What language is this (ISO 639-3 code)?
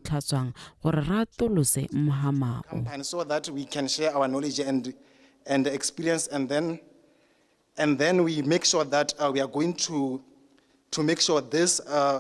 tsn